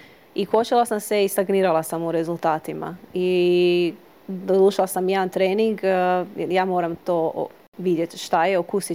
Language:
Croatian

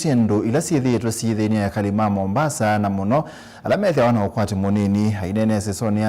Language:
Kamba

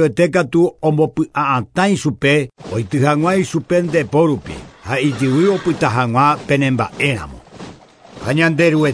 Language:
Guarani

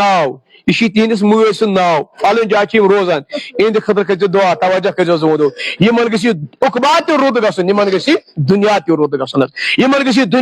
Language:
Kashmiri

